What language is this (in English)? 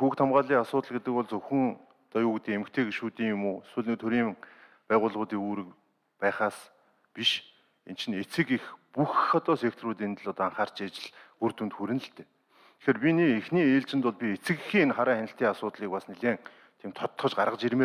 Mongolian